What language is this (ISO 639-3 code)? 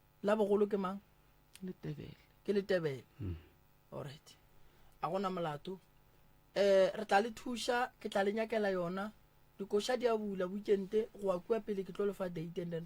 nso